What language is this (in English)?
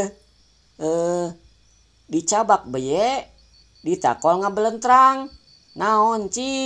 Sundanese